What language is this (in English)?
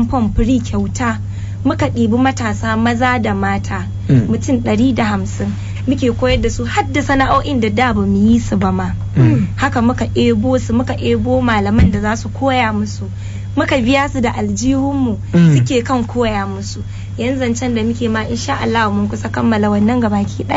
Hausa